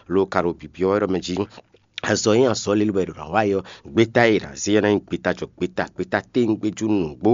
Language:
Fon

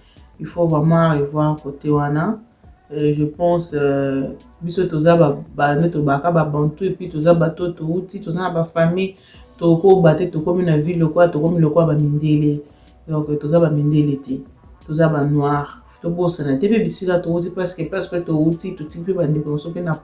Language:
Lingala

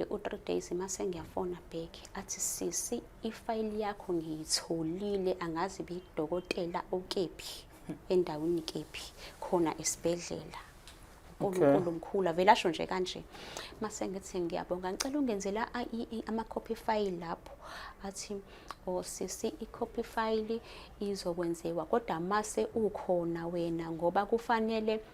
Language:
Zulu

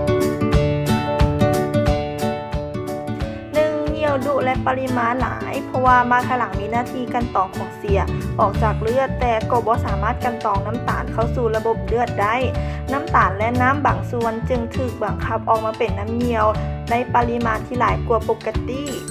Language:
Lao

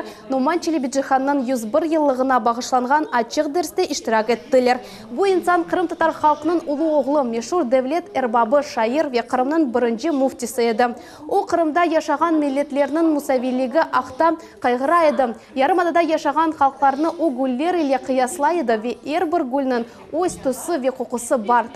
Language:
Crimean Tatar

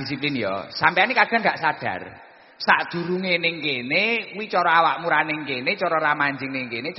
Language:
Javanese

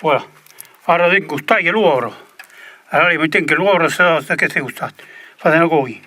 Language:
Occitan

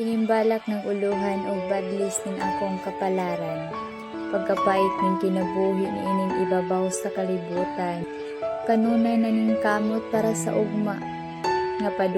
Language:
Cebuano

